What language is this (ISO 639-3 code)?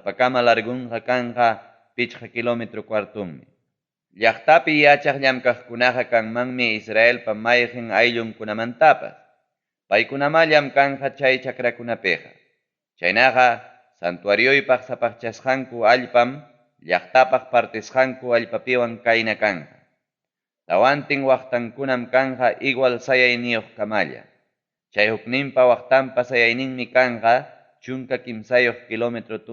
quy